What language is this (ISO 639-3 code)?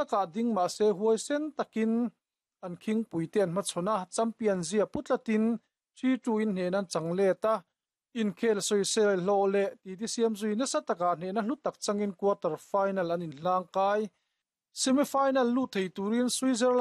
lus